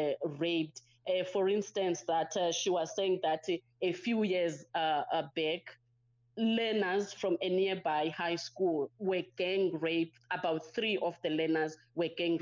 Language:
English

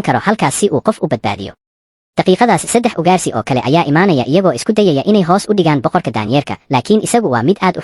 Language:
Somali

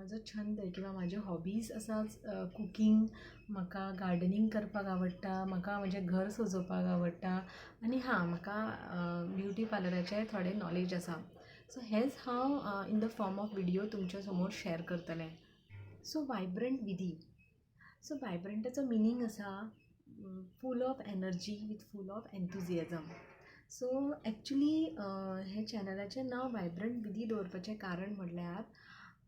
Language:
Konkani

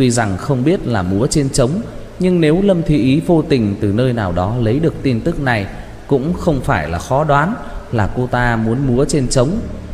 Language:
Vietnamese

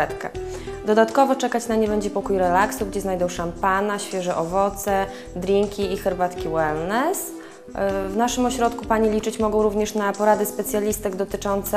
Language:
Polish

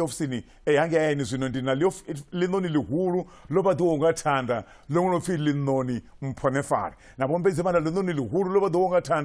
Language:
Venda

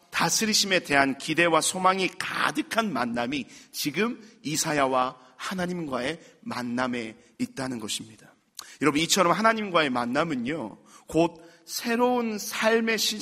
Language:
Korean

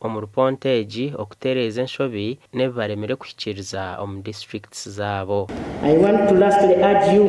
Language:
Nyankole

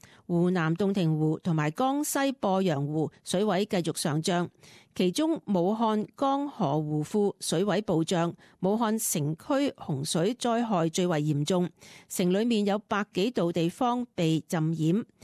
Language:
Cantonese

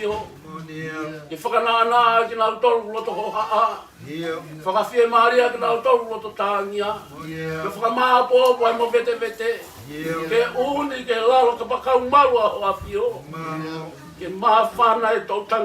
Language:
Tongan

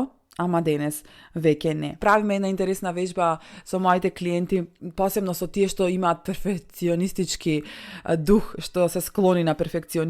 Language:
Macedonian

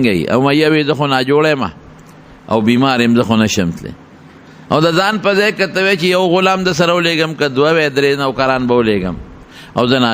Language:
Pashto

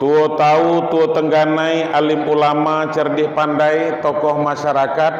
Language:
Minangkabau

